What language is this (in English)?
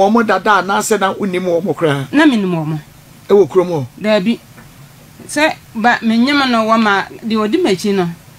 Akan